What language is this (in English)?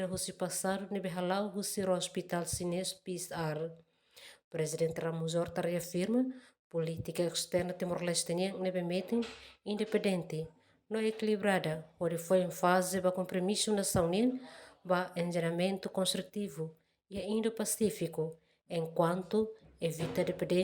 Tetum